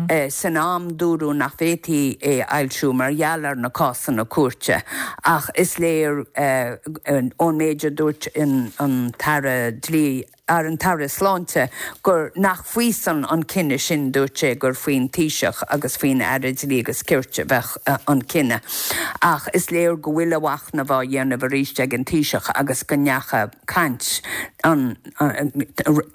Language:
Irish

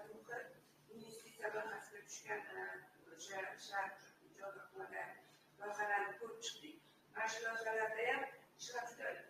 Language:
Uzbek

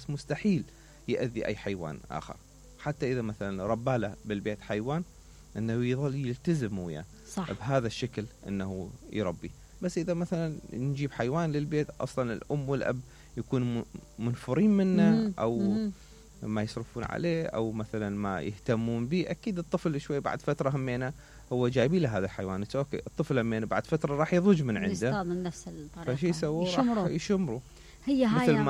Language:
Mesopotamian Arabic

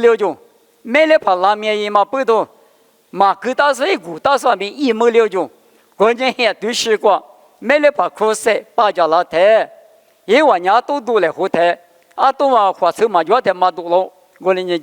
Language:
Lisu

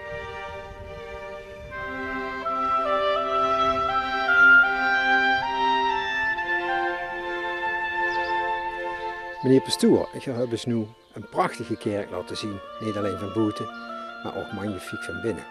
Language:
Dutch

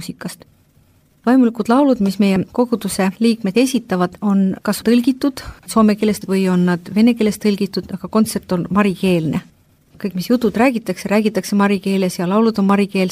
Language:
Estonian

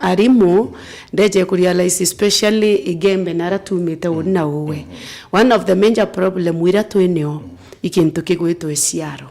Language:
Meru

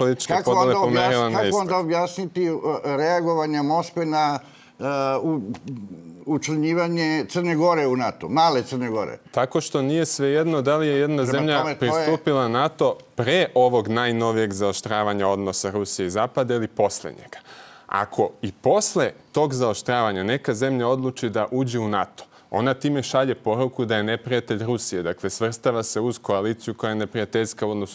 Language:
Serbian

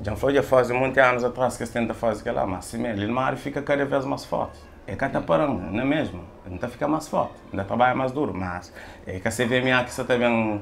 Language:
Kabuverdianu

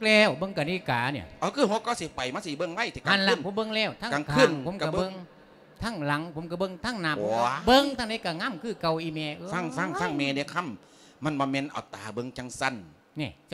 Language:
Lao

